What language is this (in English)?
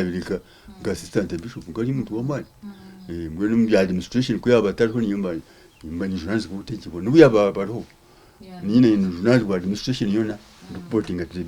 Nyankole